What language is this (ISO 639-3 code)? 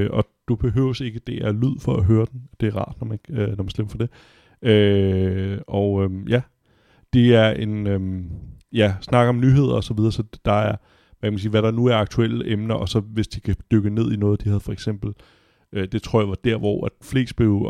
dan